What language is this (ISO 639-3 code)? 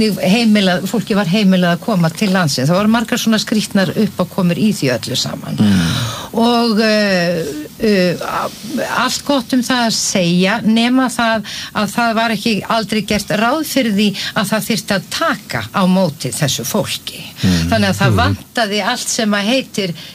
isl